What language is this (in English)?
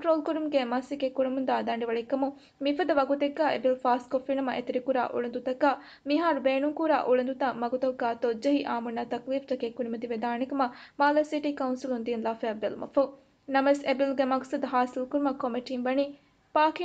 Divehi